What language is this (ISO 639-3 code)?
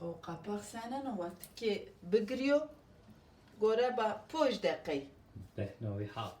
zza